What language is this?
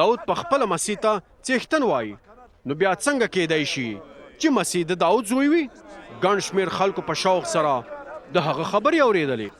Pashto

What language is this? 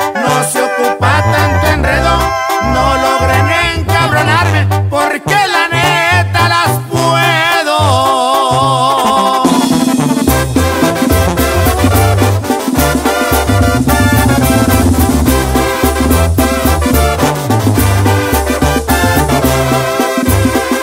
Spanish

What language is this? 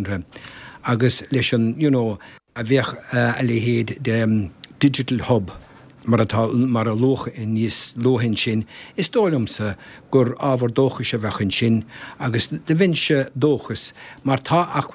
Irish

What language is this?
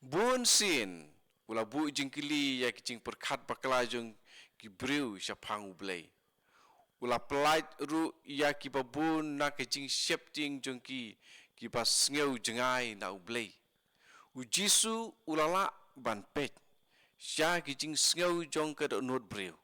Khasi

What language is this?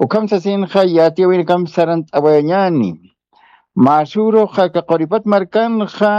Aymara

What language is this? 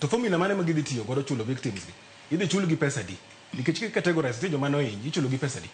Luo (Kenya and Tanzania)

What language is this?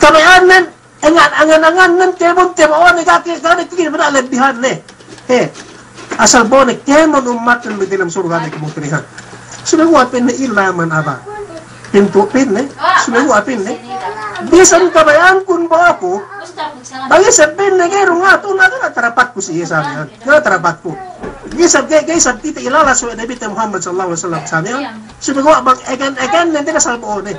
Yakan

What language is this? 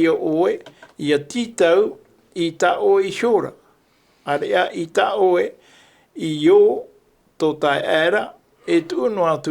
Tahitian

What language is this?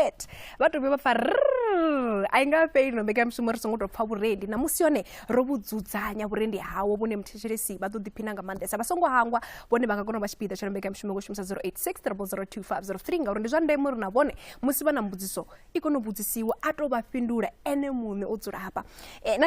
Venda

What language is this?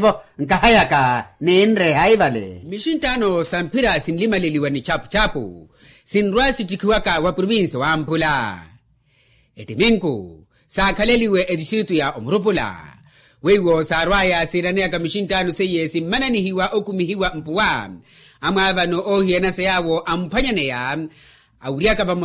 Makhuwa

